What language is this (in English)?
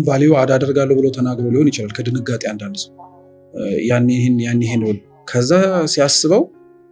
Amharic